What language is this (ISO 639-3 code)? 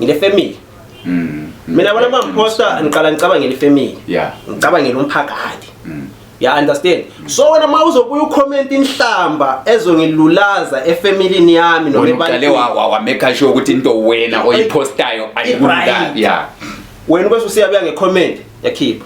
zul